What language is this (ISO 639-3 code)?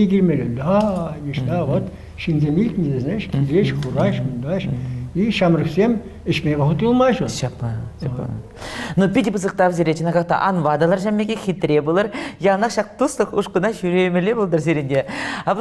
chv